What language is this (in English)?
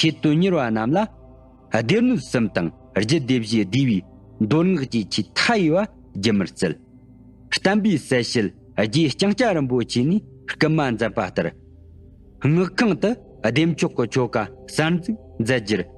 Tibetan